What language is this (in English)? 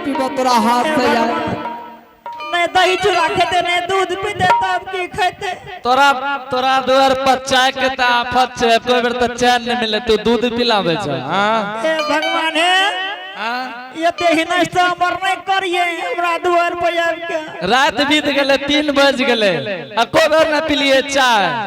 Angika